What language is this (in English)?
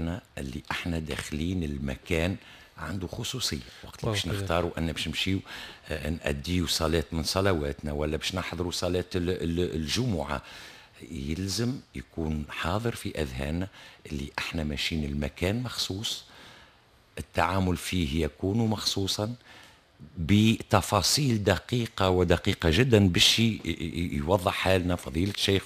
Tunisian Arabic